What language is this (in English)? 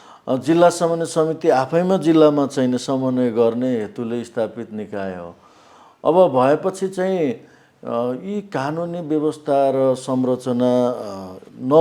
Nepali